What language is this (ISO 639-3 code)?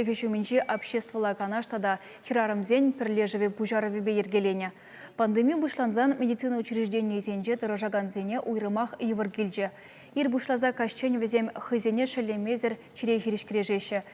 chv